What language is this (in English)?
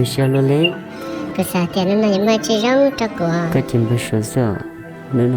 Hmong